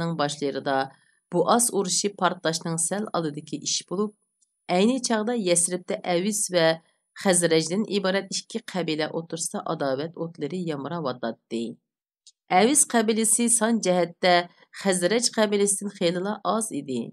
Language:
Uyghur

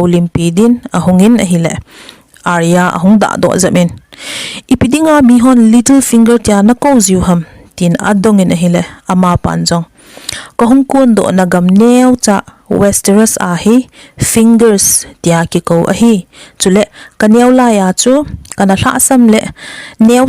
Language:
Thado Chin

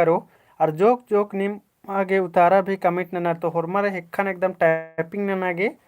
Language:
Kurukh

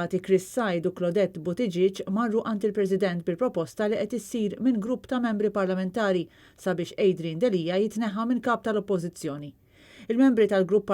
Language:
Maltese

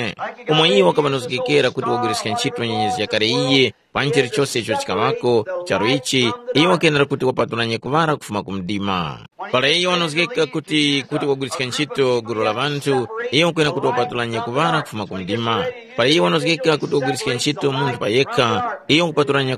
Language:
Tumbuka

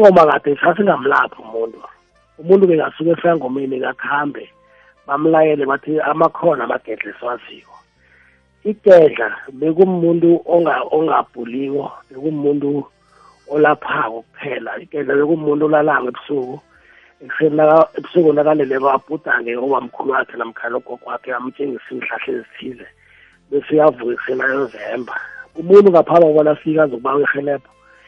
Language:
South Ndebele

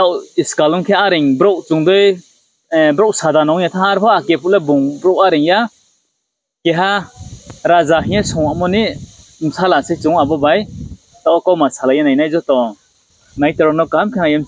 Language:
Riang (India)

